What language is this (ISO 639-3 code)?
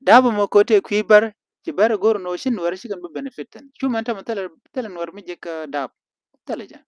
nus